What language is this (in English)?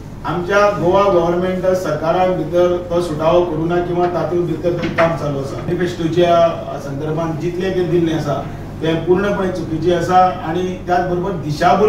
Konkani